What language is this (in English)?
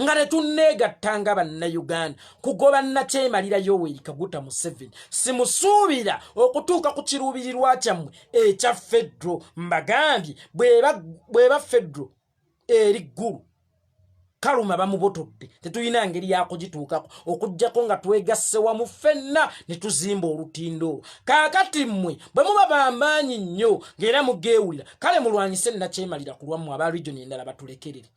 Ganda